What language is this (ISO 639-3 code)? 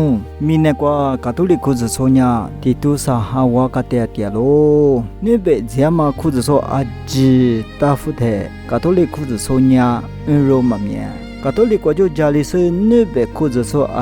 lis